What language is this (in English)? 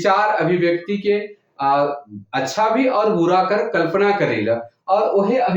Sadri